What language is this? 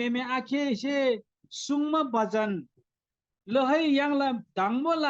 Eastern Tamang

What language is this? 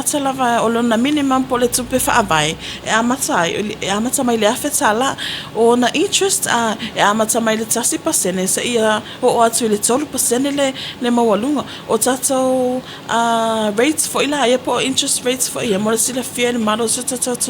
Samoan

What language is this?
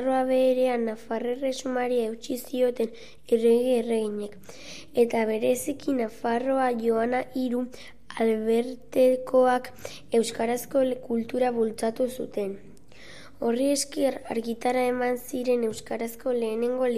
Basque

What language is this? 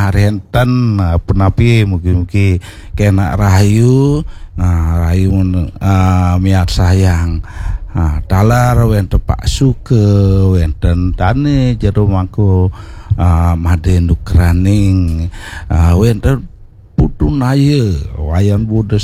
Balinese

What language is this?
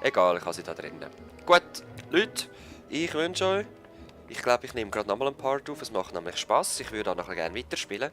Swiss German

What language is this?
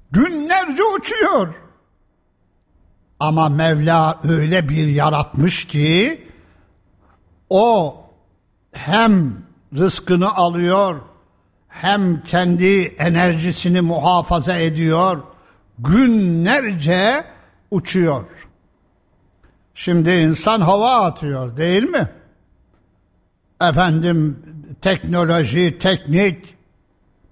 Turkish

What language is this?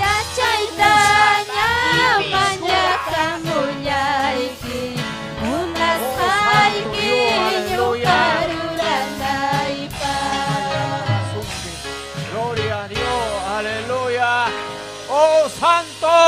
Ayacucho Quechua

